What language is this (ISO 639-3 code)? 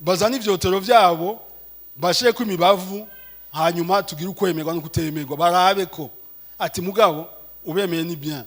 run